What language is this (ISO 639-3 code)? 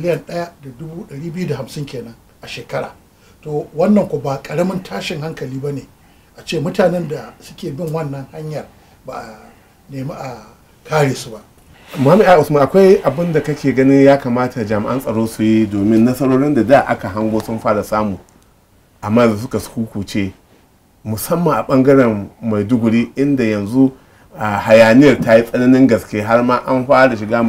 hau